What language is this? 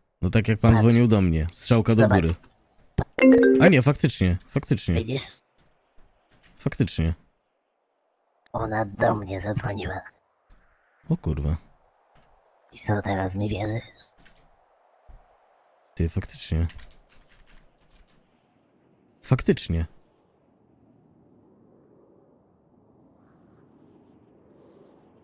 Polish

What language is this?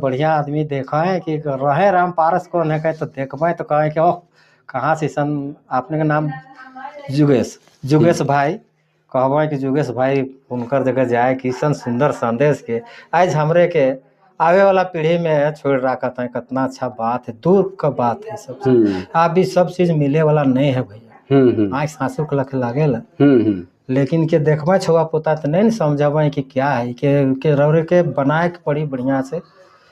Sadri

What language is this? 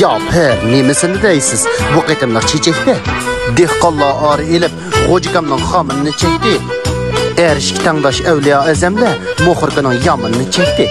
Uyghur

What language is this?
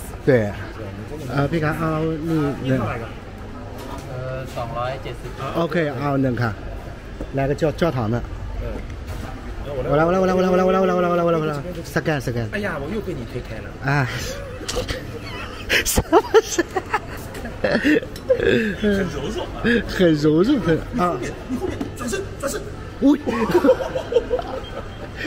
Chinese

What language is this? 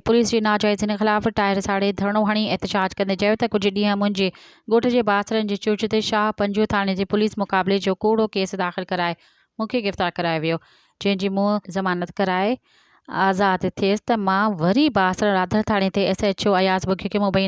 Sindhi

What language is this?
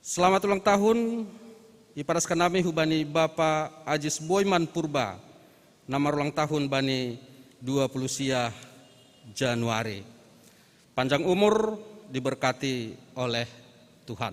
Batak Simalungun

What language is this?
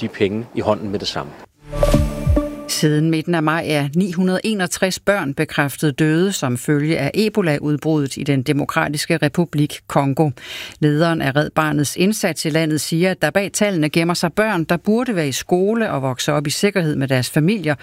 Danish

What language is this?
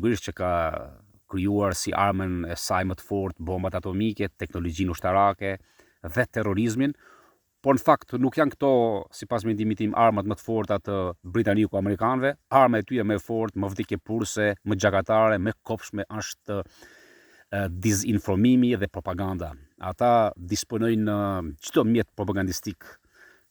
Albanian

